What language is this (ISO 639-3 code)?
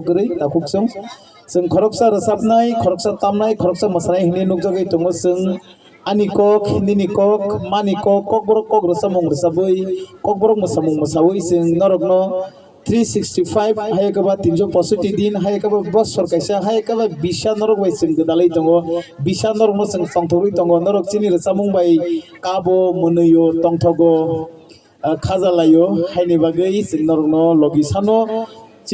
trp